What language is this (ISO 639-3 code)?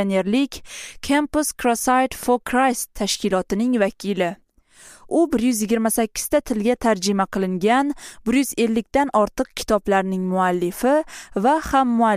uzb